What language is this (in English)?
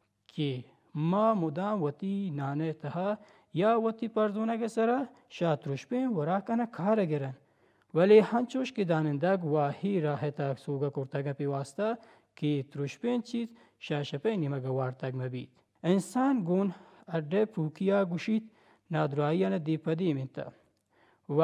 Baluchi